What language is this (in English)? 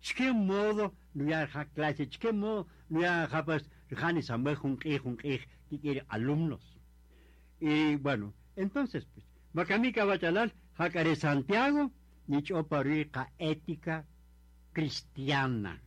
Kaqchikel